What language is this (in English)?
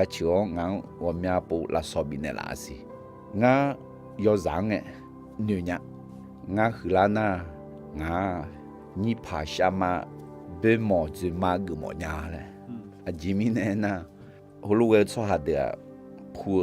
Akha